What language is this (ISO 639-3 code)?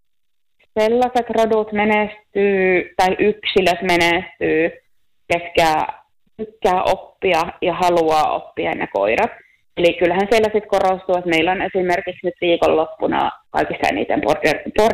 fin